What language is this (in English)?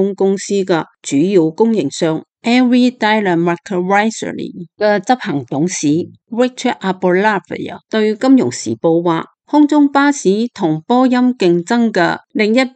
Cantonese